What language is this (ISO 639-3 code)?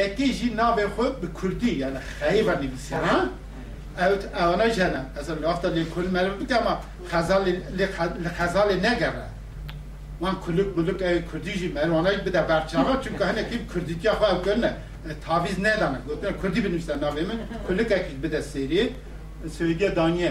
kur